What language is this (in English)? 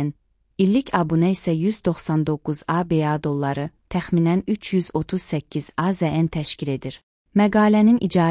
Azerbaijani